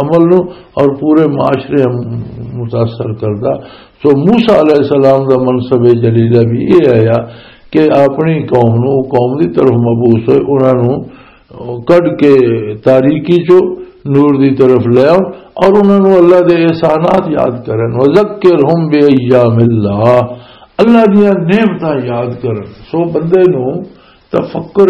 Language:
Western Panjabi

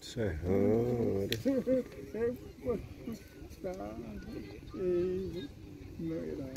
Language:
Xavánte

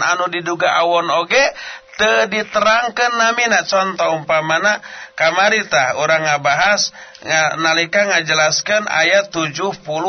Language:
Sundanese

